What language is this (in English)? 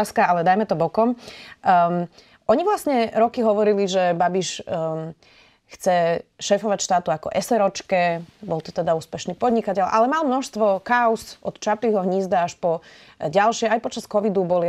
Slovak